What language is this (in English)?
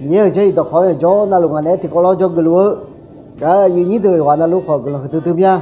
Akha